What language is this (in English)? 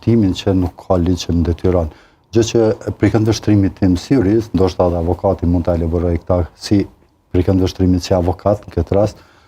Albanian